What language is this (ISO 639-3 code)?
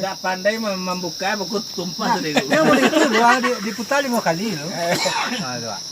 min